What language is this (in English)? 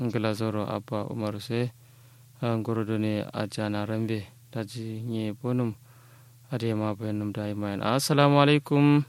Kanuri